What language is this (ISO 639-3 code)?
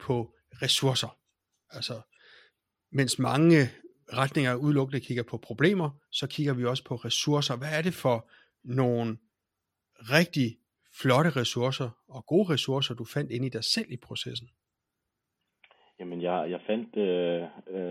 dan